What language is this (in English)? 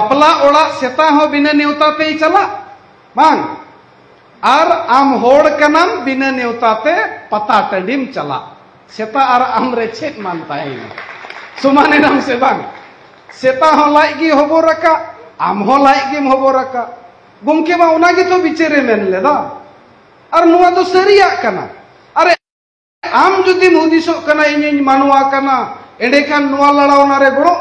Santali